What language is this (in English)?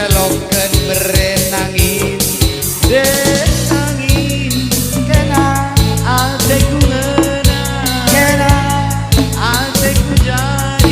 Batak Karo